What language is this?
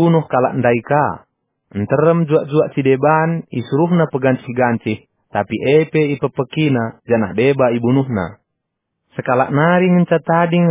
Batak Karo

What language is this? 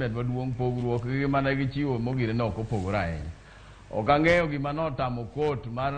Luo (Kenya and Tanzania)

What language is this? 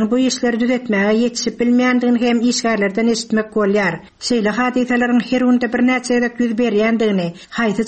Turkmen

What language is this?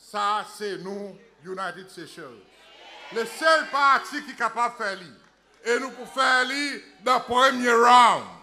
Seselwa Creole French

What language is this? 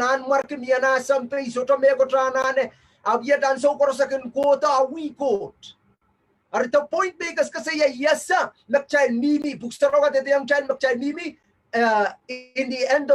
Pohnpeian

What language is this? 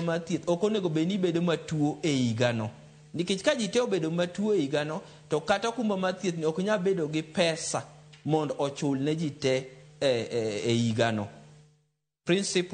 Luo (Kenya and Tanzania)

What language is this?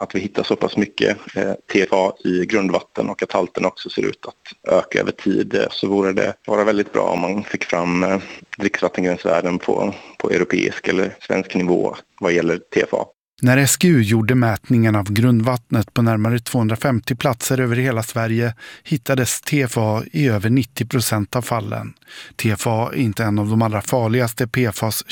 Swedish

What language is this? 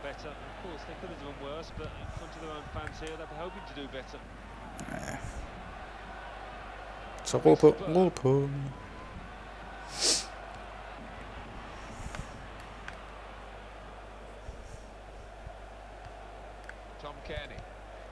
Danish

